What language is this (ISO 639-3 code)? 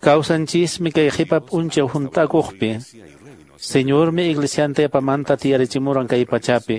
que